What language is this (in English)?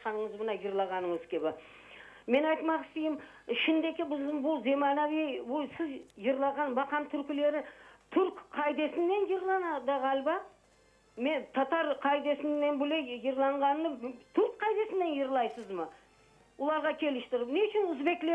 Crimean Tatar